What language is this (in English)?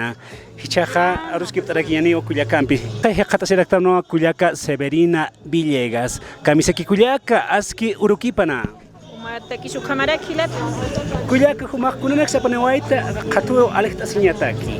Aymara